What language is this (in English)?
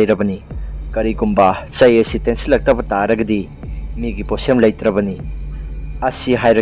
Manipuri